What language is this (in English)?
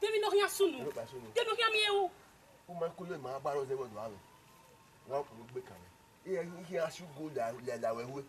Bini